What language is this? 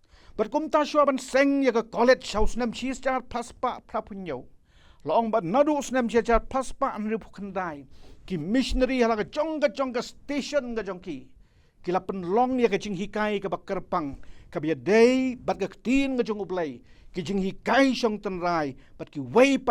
Khasi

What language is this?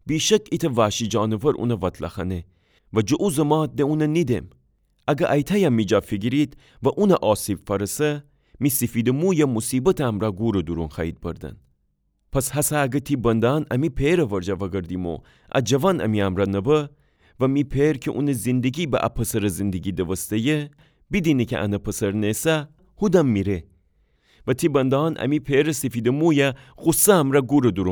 Gilaki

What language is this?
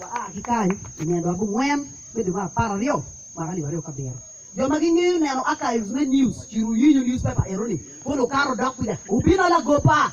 Acoli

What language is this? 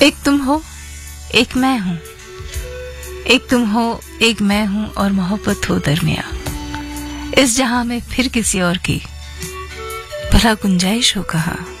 Hindi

